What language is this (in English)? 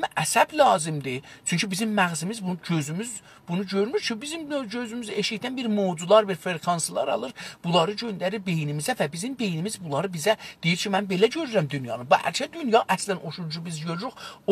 South Azerbaijani